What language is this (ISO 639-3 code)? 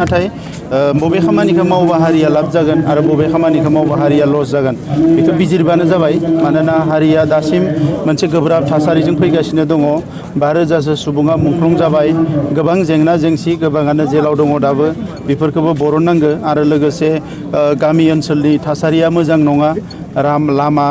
brx